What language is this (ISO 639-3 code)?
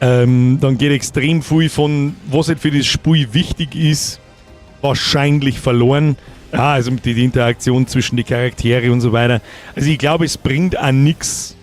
bar